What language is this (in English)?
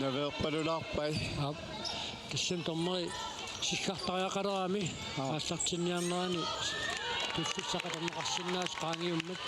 Kalaallisut